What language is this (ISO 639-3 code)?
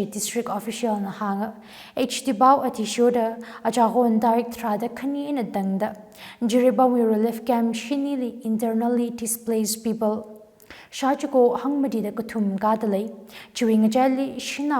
nmf